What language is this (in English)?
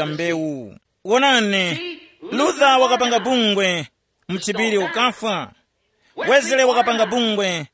Tumbuka